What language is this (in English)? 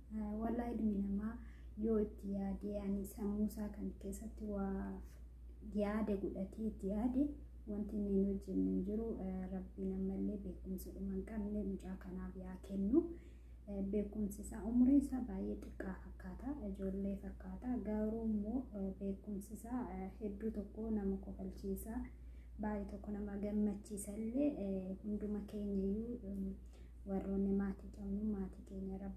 Oromo